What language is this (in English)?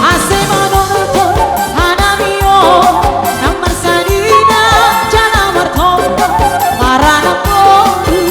Batak Simalungun